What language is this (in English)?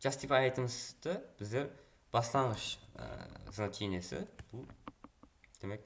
Kara-Kalpak